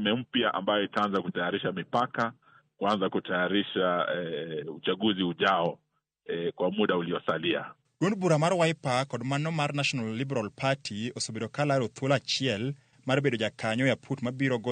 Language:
Luo (Kenya and Tanzania)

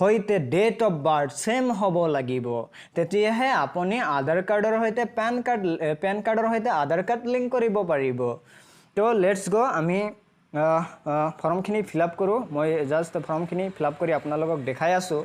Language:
Assamese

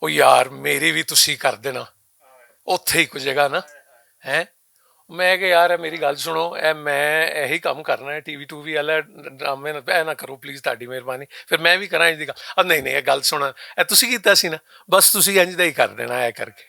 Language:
Western Panjabi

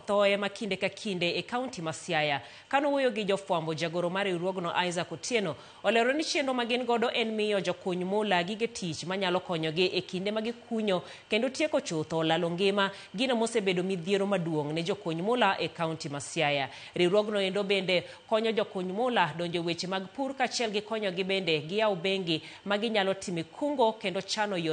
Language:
Luo (Kenya and Tanzania)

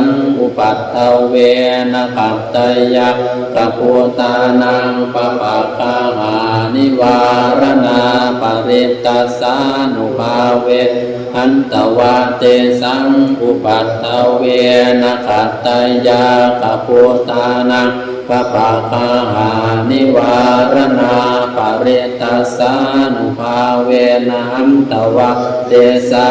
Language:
Pali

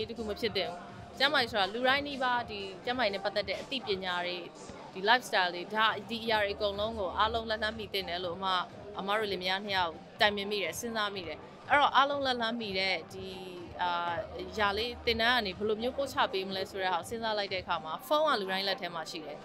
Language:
Burmese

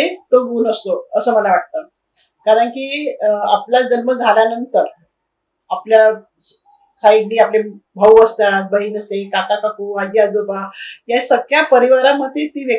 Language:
Marathi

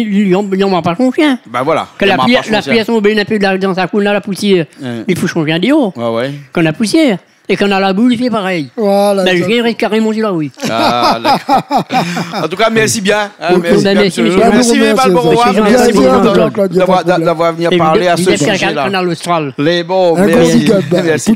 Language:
Réunion Creole French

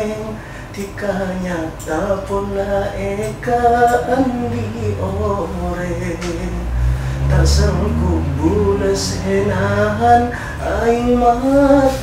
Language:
Madurese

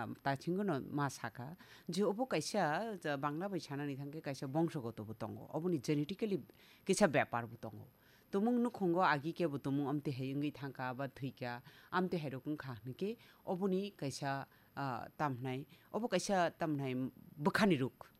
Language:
Kok Borok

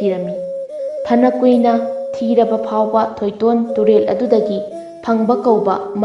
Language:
Manipuri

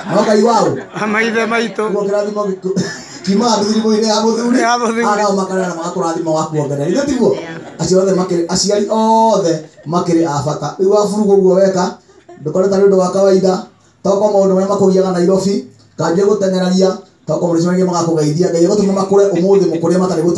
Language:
Kikuyu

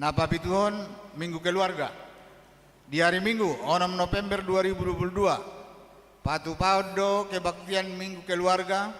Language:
Batak Toba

